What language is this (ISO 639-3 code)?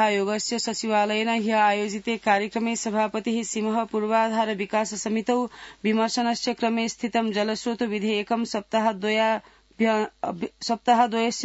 san